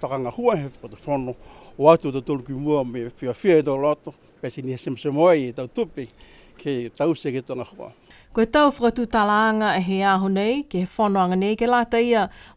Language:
Niuean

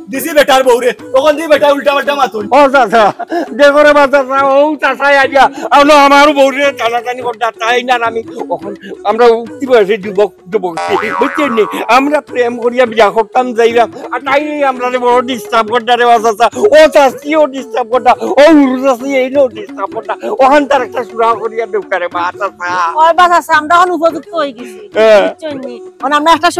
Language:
Sylheti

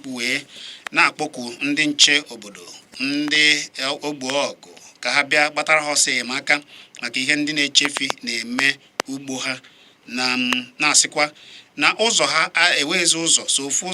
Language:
Igbo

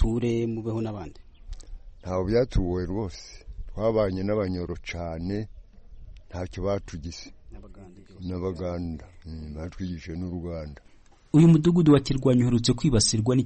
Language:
Kinyarwanda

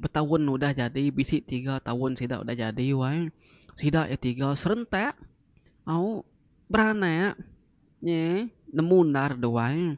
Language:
Iban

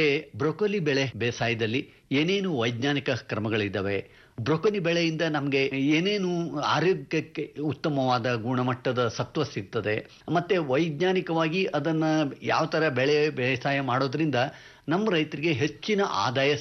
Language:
Kannada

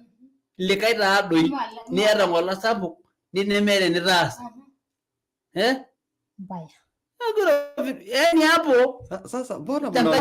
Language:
Masai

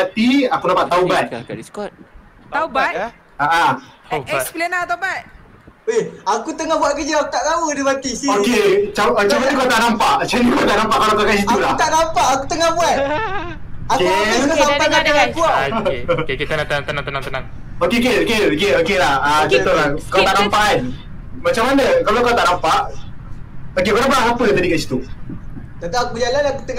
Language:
Malay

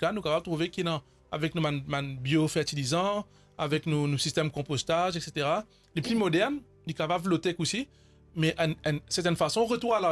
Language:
Morisyen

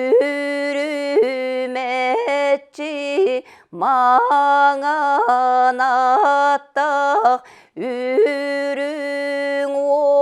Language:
Yakut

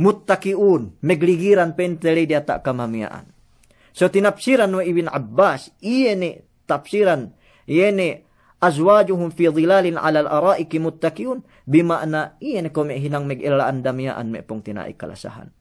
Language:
Yakan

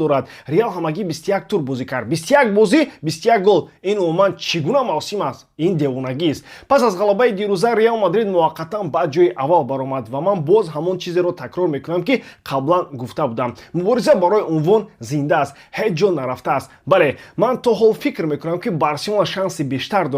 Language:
Tajik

